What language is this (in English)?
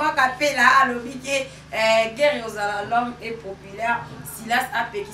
Lingala